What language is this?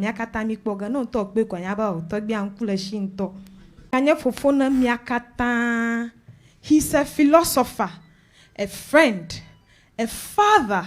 Ewe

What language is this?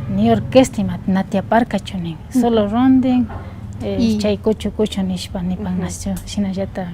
Imbabura Highland Quichua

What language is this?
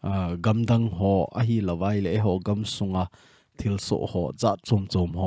Thado Chin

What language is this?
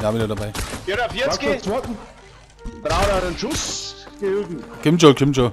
Bavarian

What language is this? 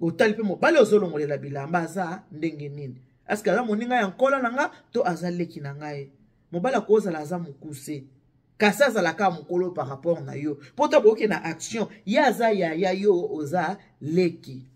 Lingala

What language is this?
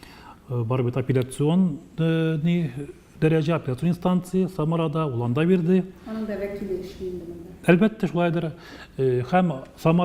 Tatar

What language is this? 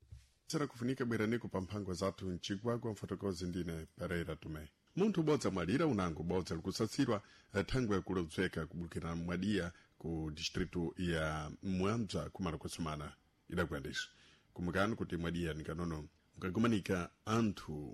Sena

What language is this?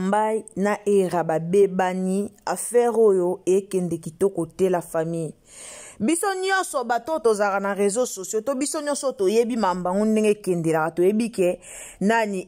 Lingala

